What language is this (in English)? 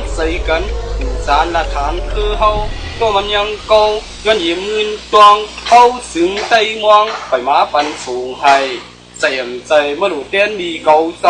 Shan